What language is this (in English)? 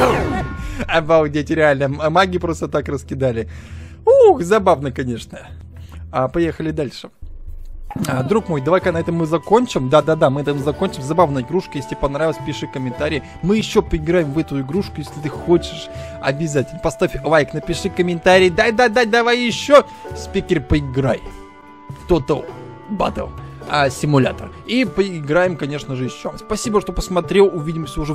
Russian